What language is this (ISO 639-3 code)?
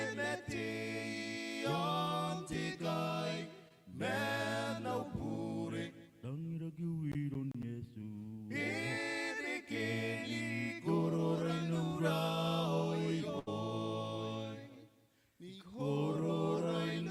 gil